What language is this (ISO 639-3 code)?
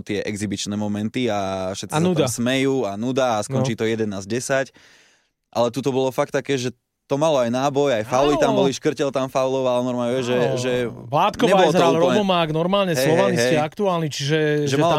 slk